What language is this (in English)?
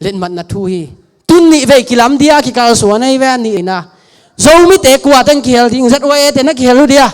Tedim Chin